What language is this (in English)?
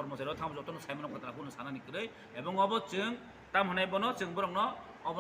Kok Borok